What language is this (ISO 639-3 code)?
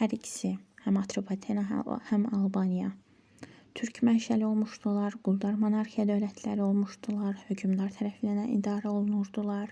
aze